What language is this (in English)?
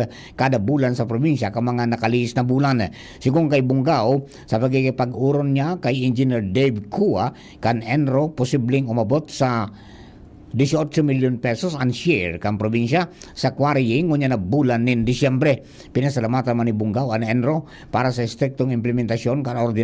Bikol